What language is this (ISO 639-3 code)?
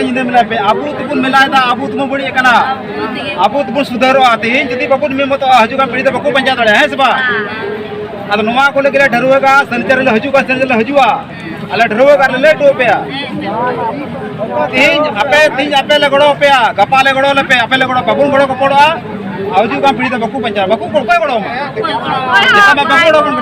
sat